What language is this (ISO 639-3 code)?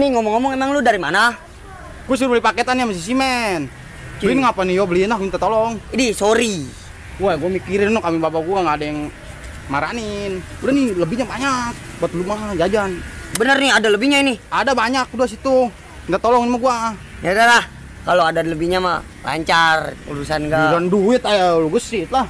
bew